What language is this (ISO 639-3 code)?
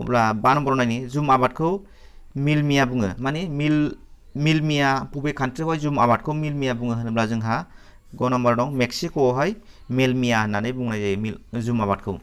brx